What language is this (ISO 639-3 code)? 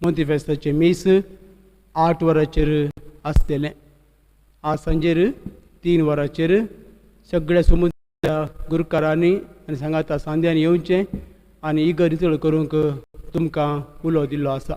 kok